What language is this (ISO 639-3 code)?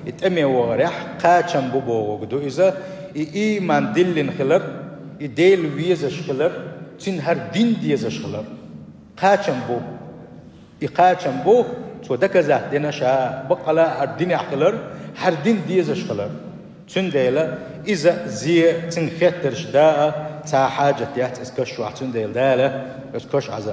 che